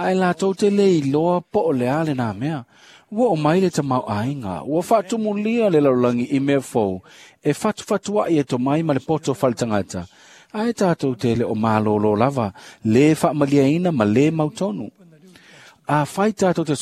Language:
Samoan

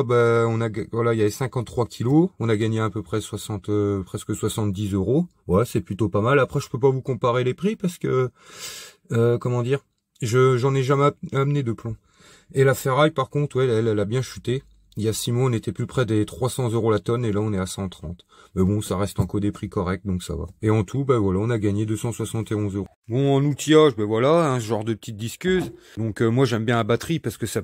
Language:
French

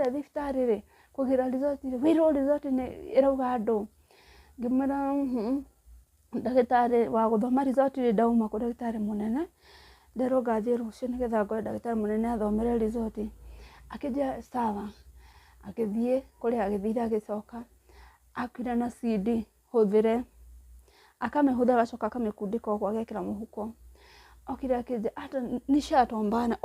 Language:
Kikuyu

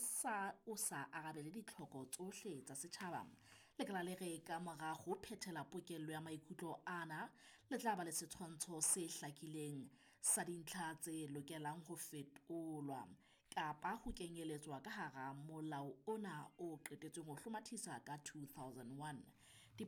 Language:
Southern Sotho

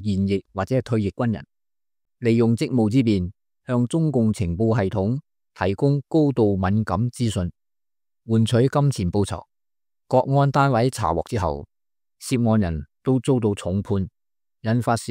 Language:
Cantonese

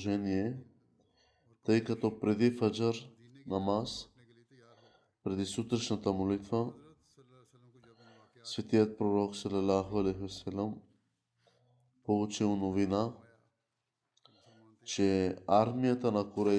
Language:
Bulgarian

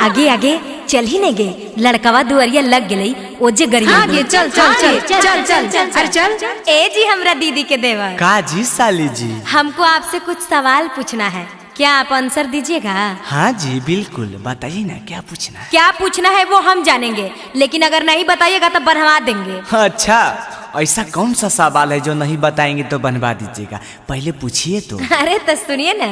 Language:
Magahi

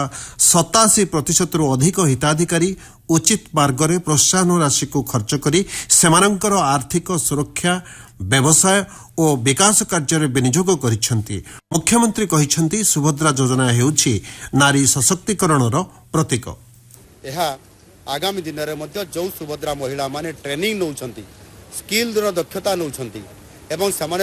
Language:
Odia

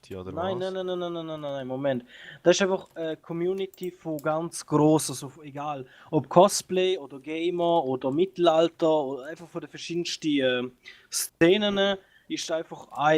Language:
Swiss German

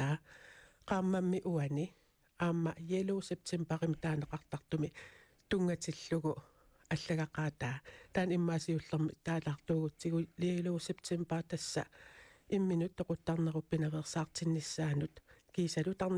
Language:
Kalaallisut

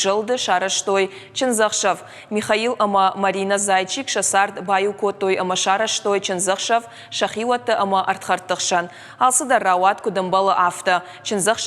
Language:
Ossetic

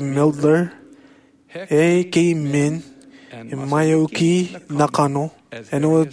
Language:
Marshallese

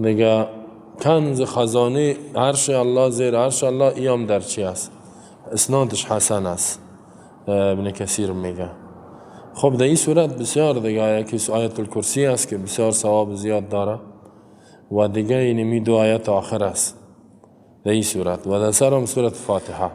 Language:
Persian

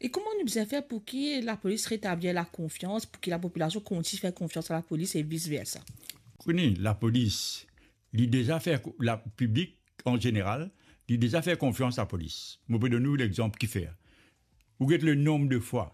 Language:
Morisyen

